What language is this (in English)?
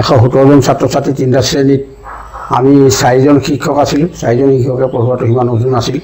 Assamese